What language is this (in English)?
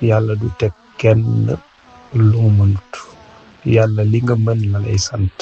Wolof